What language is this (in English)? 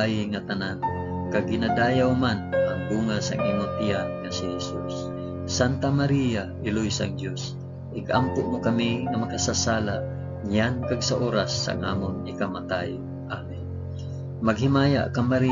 Hiligaynon